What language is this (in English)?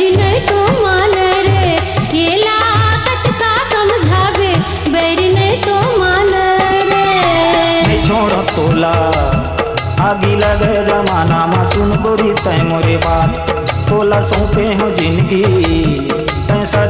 Chhattisgarhi